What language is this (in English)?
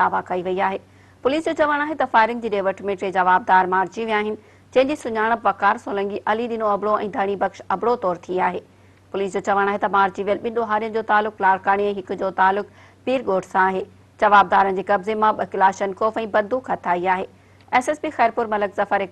Sindhi